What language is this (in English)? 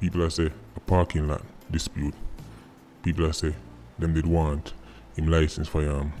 Jamaican Creole English